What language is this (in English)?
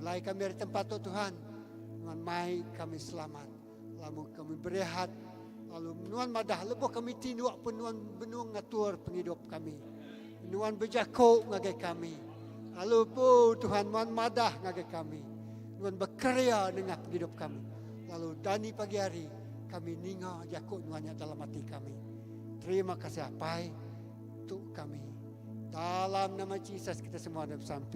Iban